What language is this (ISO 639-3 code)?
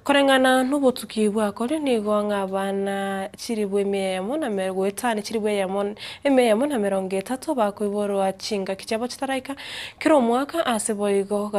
guz